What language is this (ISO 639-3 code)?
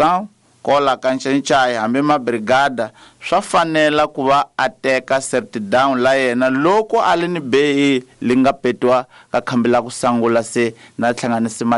tso